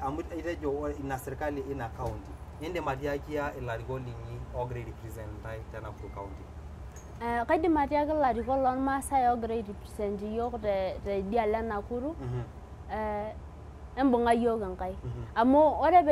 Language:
Masai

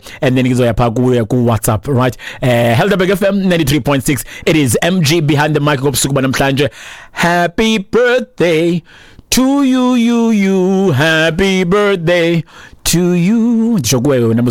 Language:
Xhosa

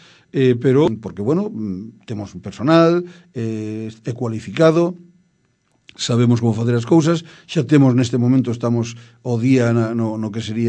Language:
Galician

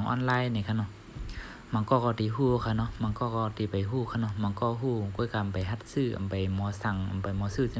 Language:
Shan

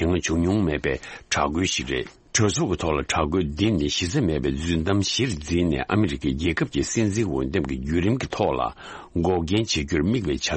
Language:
Tibetan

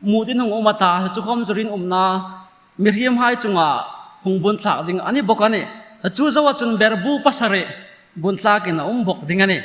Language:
Hmar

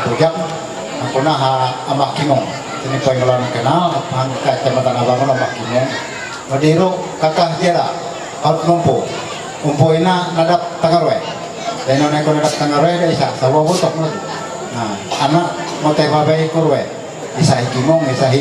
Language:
Ma'anyan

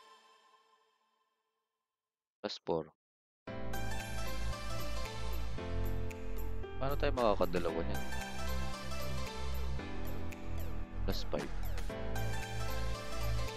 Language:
Filipino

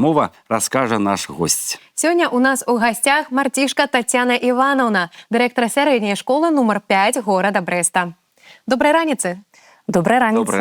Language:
Belarusian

